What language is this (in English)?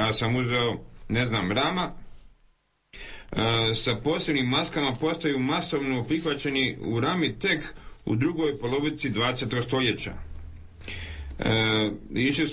Croatian